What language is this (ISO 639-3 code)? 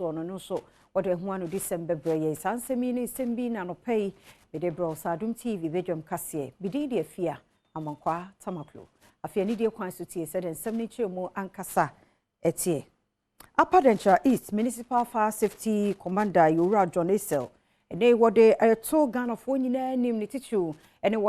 aka